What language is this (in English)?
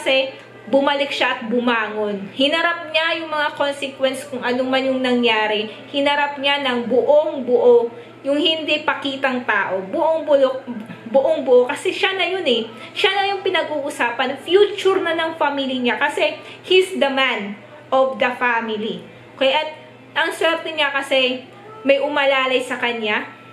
Filipino